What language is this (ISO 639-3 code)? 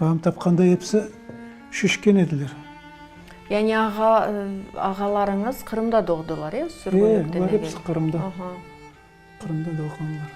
crh